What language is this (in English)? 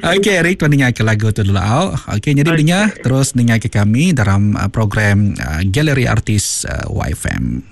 Iban